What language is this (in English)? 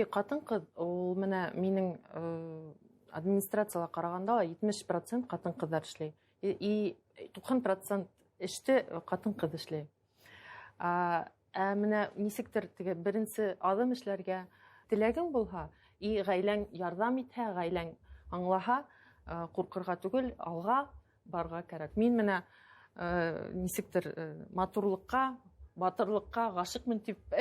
Bashkir